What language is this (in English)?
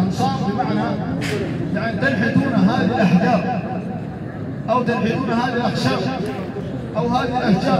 Arabic